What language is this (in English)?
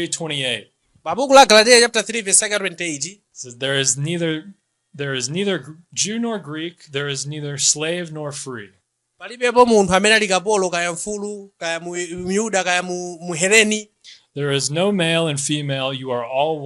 Nyanja